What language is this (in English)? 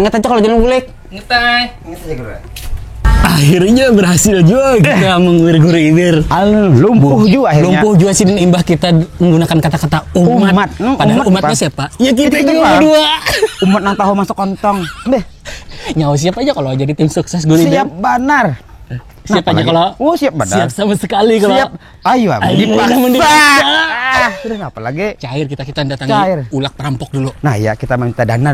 Banjar